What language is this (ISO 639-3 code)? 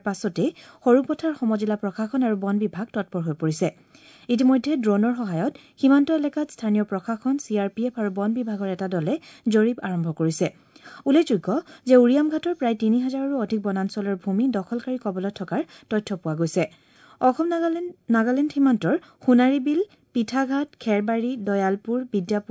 asm